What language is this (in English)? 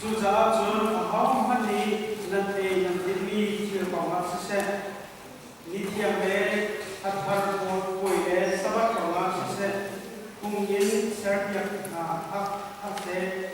Hakha Chin